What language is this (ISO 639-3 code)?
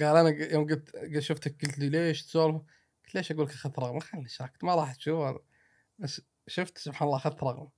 afb